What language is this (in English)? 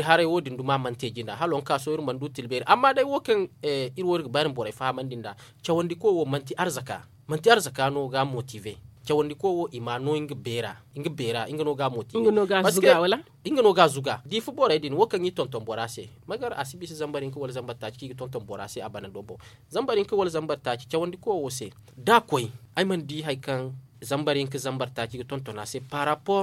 Zarma